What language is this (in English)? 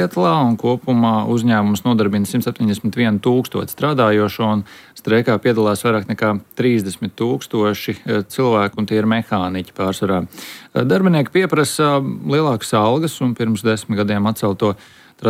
Latvian